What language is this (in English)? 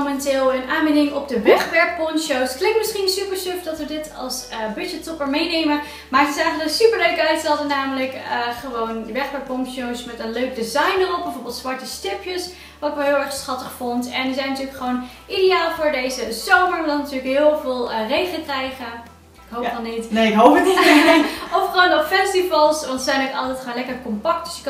Dutch